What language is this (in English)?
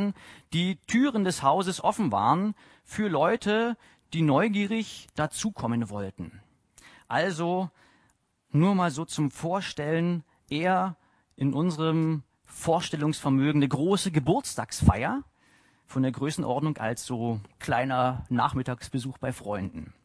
German